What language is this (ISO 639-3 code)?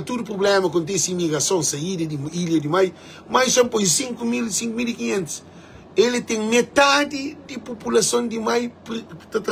kea